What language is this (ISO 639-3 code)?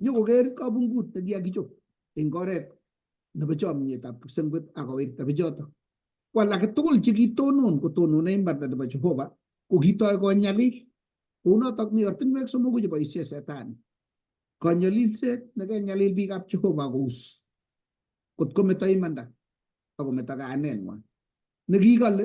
kln